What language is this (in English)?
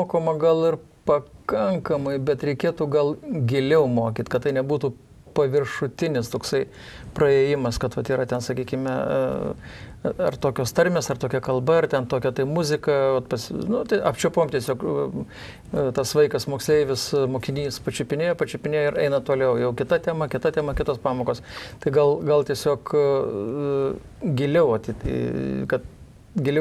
Lithuanian